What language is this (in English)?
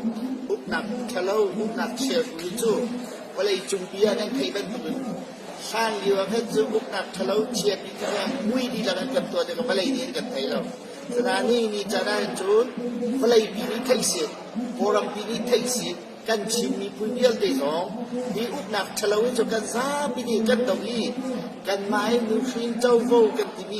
Hakha Chin